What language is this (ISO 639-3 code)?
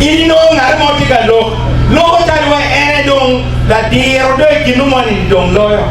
ach